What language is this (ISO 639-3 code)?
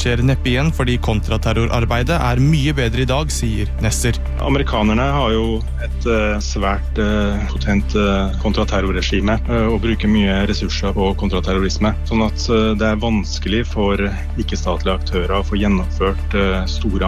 nor